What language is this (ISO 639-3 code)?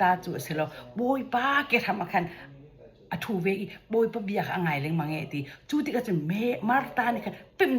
cnh